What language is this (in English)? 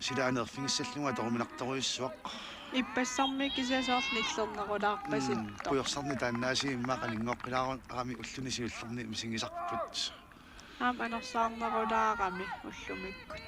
Kalaallisut